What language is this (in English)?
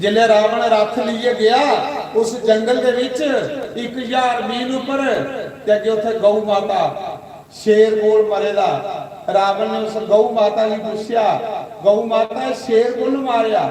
Dogri